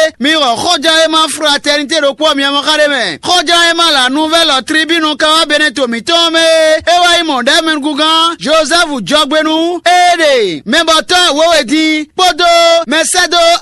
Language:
Fon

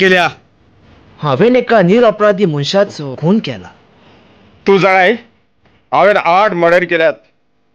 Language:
Konkani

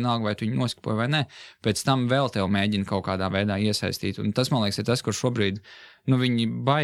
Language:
Latvian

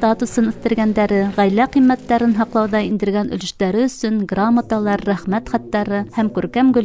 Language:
Bashkir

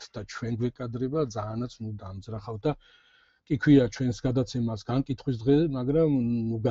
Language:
Georgian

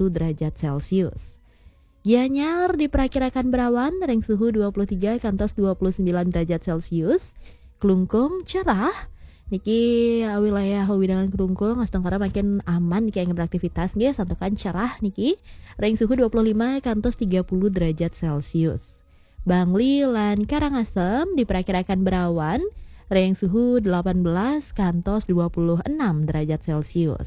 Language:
Balinese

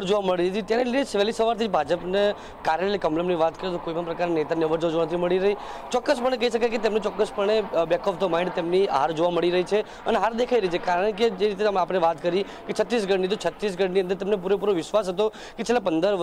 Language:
Gujarati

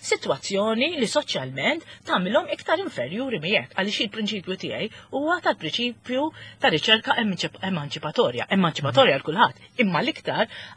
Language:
Maltese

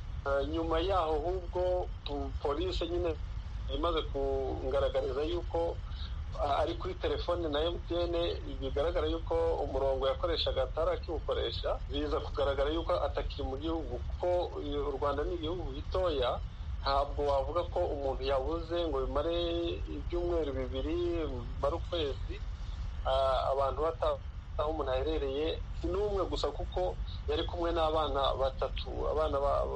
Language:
Kinyarwanda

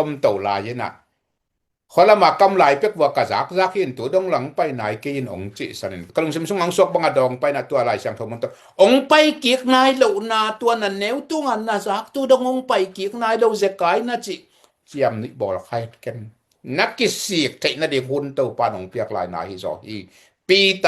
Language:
Tedim Chin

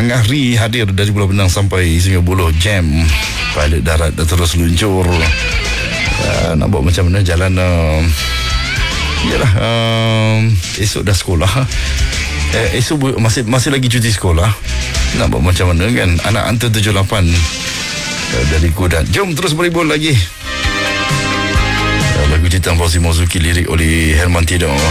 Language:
Malay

